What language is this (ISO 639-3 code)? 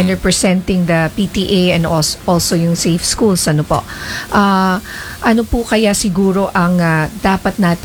fil